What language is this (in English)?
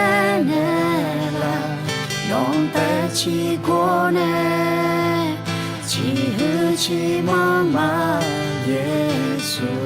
Akha